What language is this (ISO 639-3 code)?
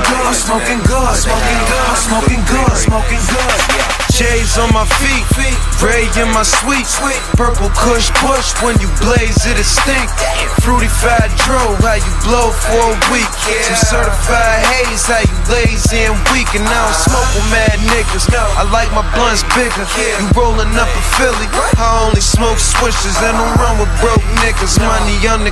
eng